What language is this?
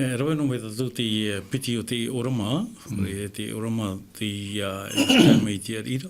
Tahitian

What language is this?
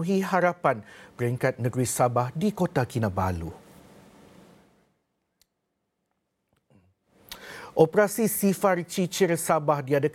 Malay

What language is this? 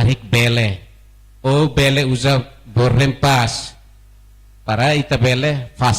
Tetum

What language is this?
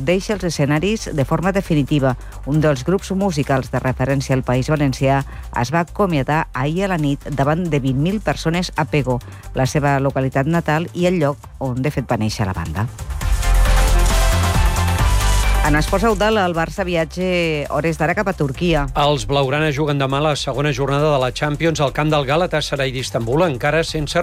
Catalan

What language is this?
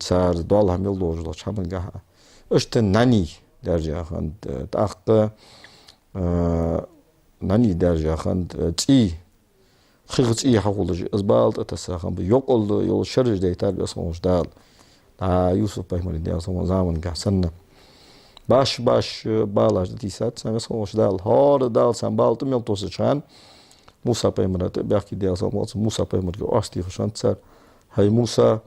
Ingush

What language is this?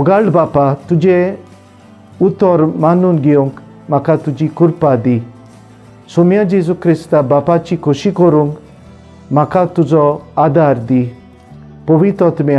Konkani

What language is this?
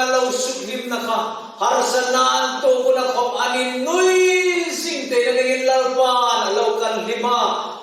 Hmar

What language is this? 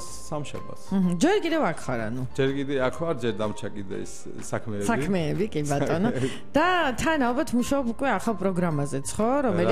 Georgian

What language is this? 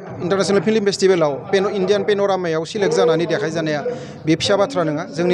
Bodo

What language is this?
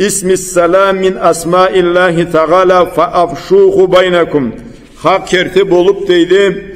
Karachay-Balkar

